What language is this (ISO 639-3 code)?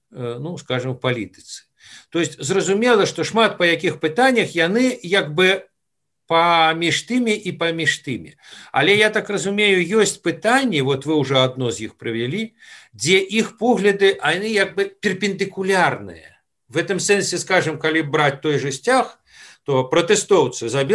bel